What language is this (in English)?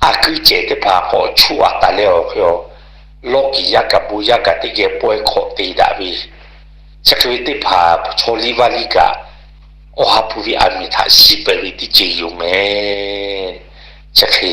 Lahu